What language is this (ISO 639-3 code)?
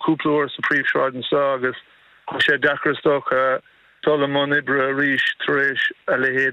gle